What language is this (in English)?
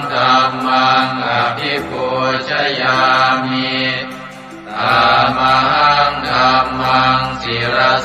Pali